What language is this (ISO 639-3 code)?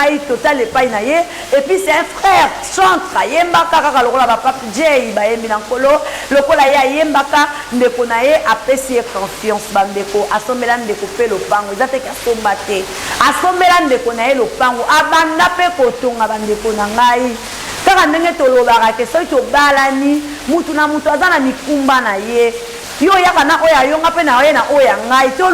lin